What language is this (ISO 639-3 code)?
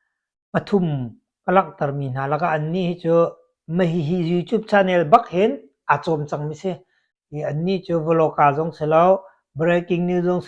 cnh